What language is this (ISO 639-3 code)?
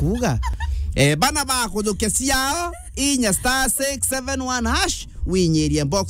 mer